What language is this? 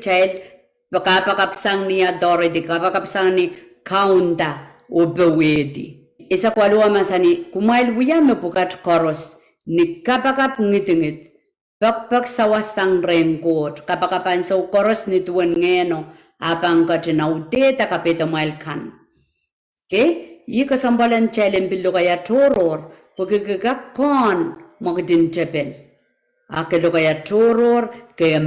Pohnpeian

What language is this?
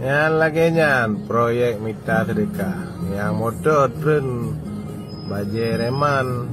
Achinese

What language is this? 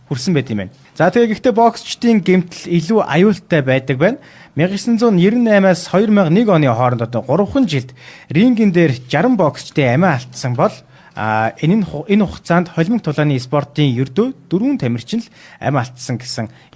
Mongolian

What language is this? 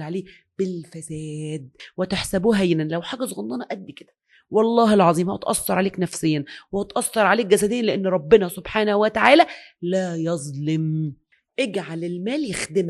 Egyptian Arabic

